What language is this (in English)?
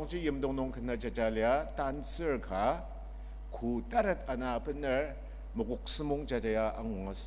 Ao Naga